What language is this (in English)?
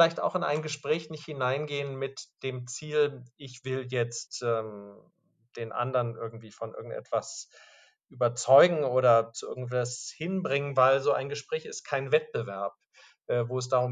German